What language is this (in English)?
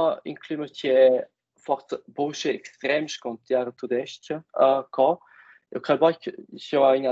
Romansh